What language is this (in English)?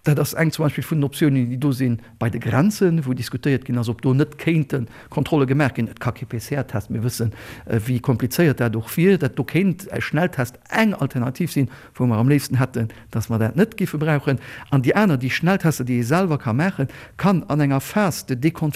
Luxembourgish